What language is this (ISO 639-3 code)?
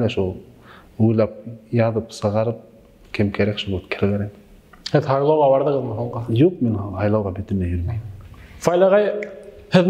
bak